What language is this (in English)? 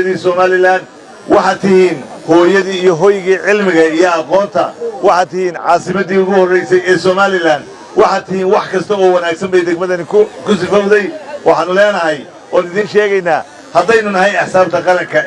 Somali